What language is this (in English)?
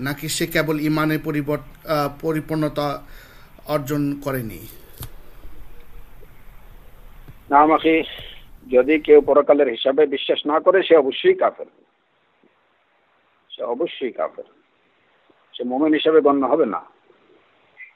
Bangla